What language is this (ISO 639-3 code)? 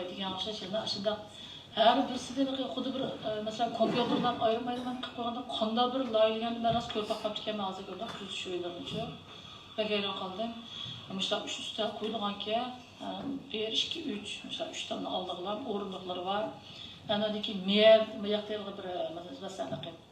uig